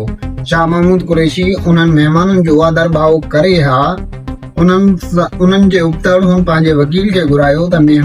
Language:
Sindhi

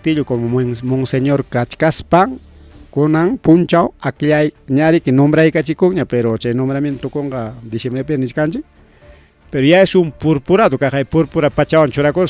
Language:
Ayacucho Quechua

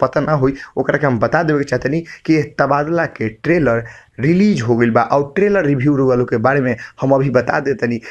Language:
Bhojpuri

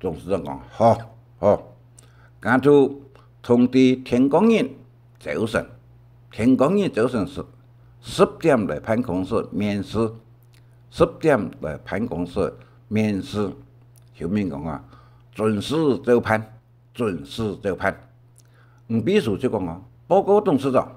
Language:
Hakka Chinese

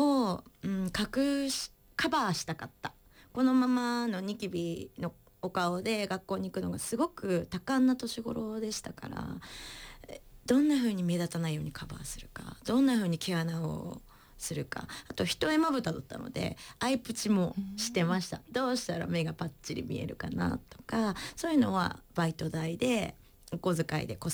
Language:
Japanese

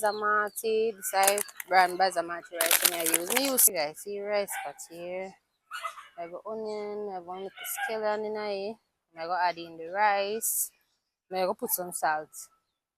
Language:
Jamaican Creole English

